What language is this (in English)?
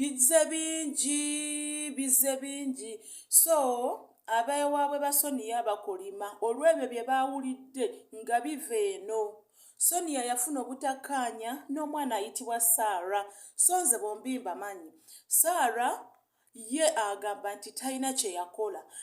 Ganda